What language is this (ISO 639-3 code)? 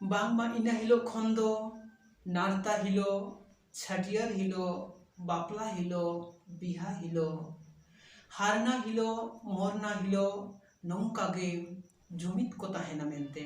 sat